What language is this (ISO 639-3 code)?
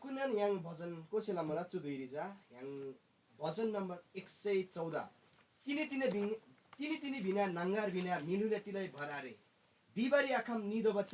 taj